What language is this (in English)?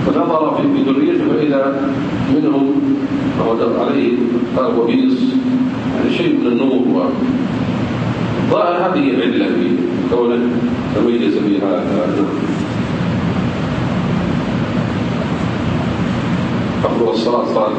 Arabic